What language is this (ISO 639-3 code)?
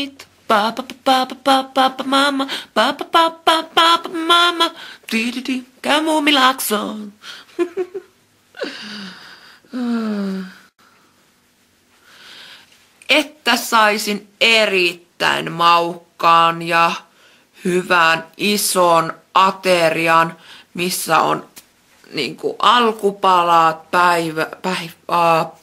fin